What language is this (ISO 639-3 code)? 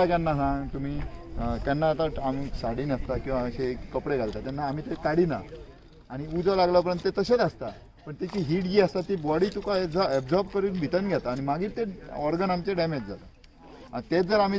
kok